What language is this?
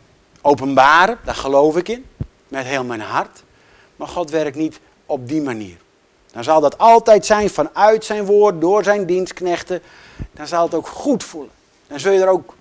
Dutch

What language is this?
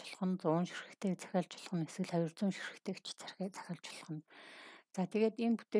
Mongolian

